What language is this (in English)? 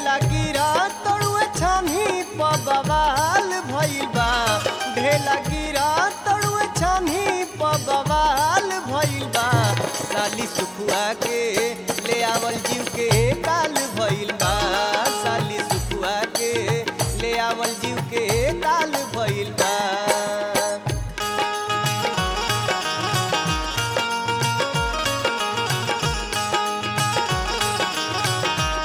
Bhojpuri